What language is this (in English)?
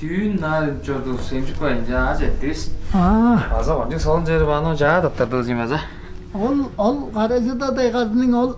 Tuvinian